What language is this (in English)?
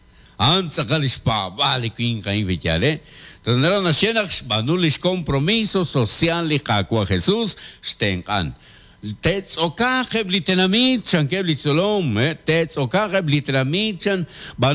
Kekchí